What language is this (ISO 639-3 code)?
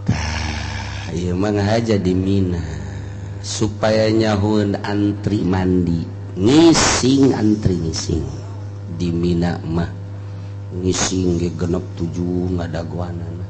sun